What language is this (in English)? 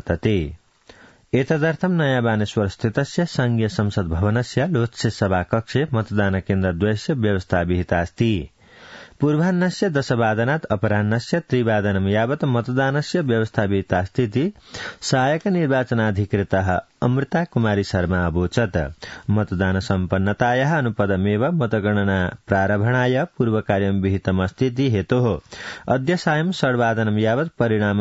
Sanskrit